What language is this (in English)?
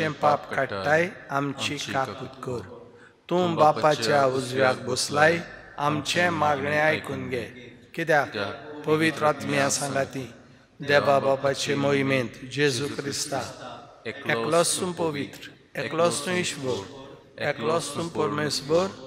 Konkani